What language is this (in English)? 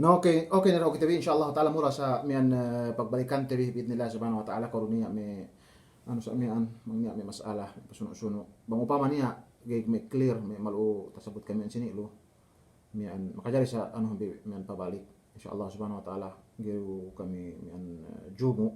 Yakan